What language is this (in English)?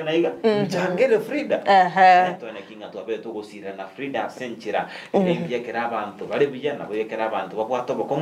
Gusii